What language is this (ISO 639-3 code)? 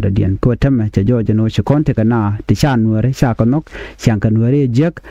nus